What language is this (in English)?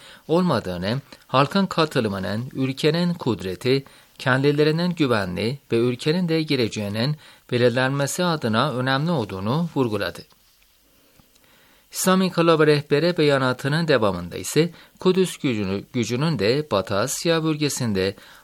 Turkish